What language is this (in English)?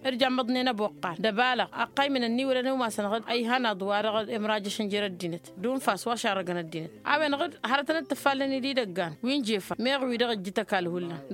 Tamasheq